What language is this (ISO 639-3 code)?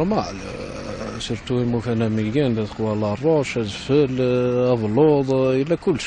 kab